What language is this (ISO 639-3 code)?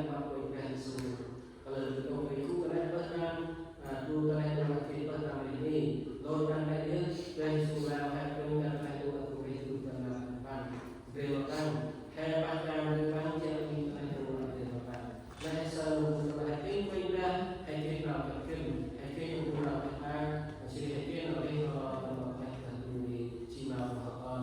cmo